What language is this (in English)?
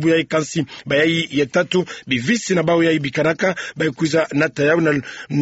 Kituba (Democratic Republic of Congo)